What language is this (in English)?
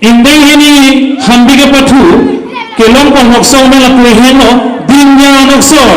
Karbi